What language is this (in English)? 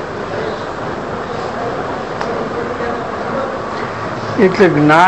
Gujarati